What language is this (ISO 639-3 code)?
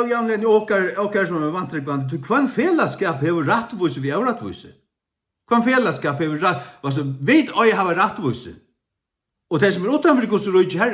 fao